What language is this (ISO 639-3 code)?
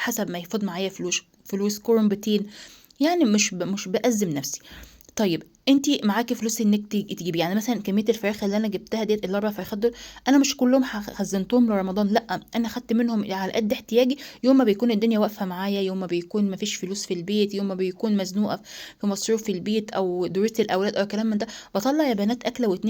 arz